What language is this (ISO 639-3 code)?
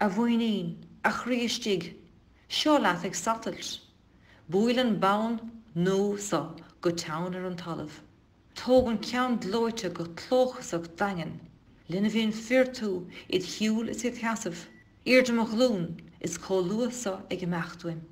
gle